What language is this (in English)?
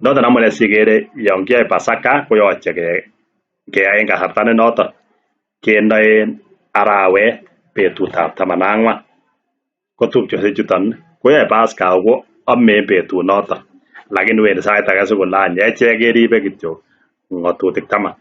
Kalenjin